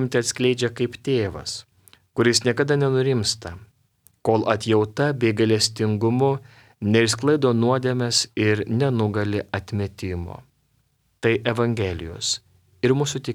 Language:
Lithuanian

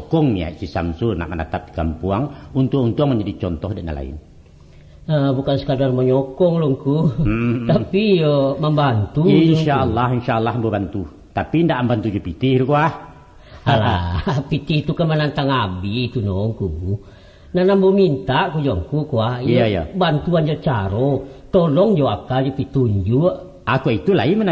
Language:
Minangkabau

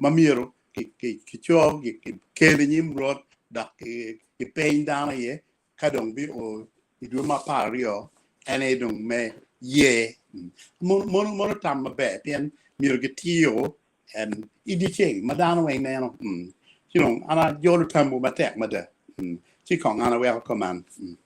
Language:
Acoli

